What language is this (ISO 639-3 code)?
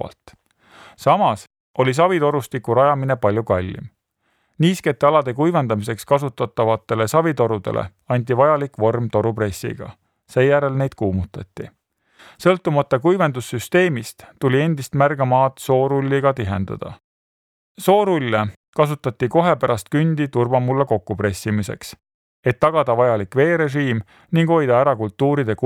est